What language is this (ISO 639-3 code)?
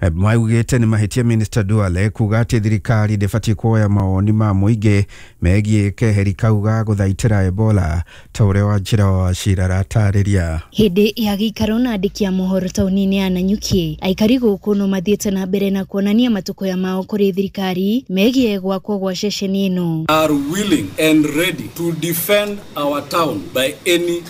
kik